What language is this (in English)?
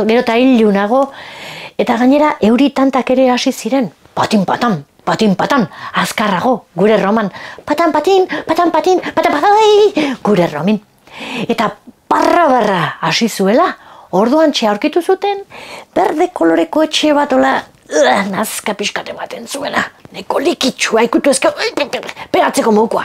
Basque